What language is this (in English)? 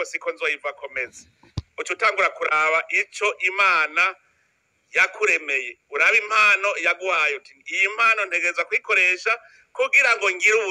Rundi